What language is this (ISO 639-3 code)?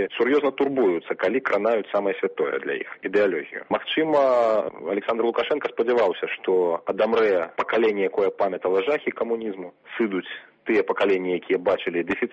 bel